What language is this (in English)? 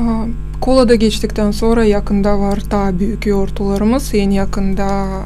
Gagauz